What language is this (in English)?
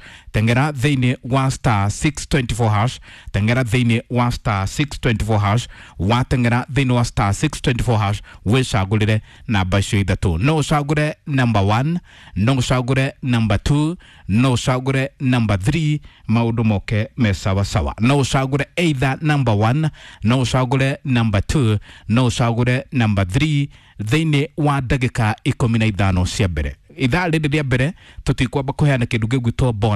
Kikuyu